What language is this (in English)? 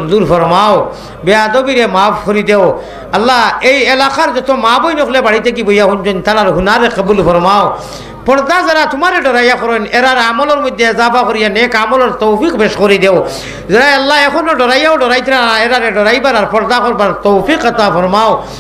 Sylheti